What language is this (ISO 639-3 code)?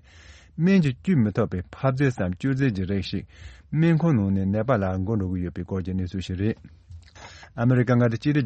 bod